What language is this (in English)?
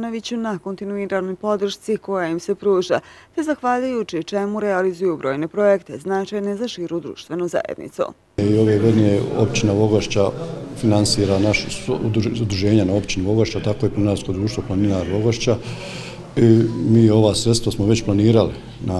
Bosnian